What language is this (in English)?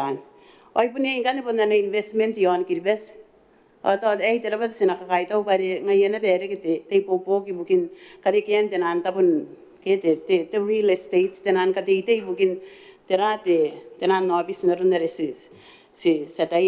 Gilbertese